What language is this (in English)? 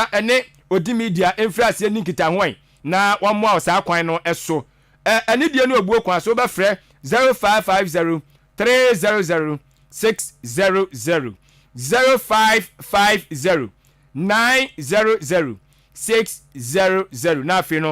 Akan